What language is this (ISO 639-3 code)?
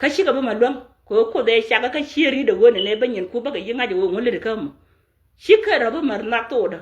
nus